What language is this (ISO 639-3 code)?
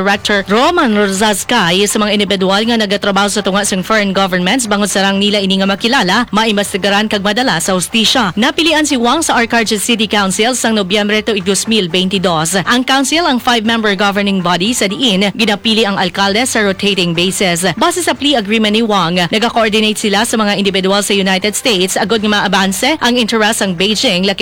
hil